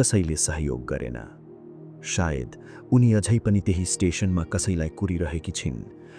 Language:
Nepali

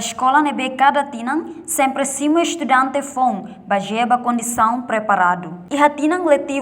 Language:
Tetum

